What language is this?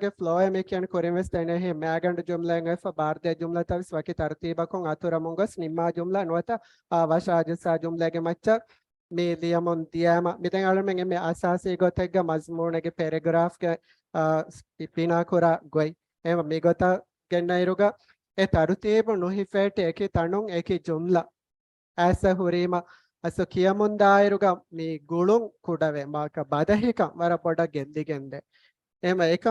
Divehi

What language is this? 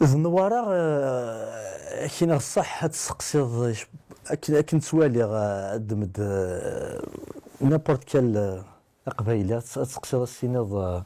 Kabyle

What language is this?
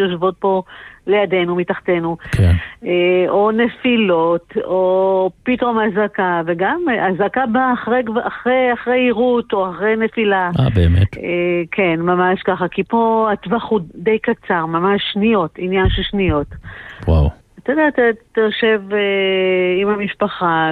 Hebrew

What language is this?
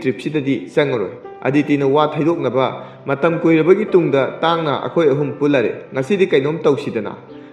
Manipuri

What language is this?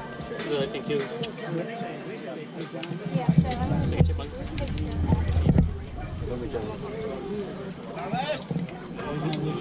English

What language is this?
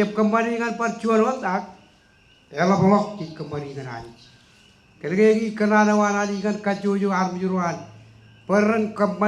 Marshallese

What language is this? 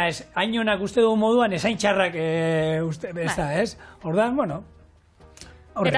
Basque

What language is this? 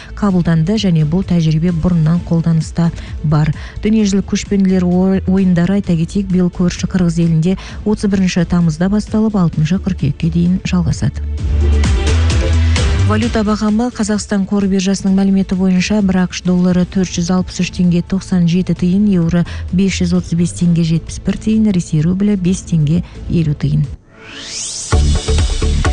Kazakh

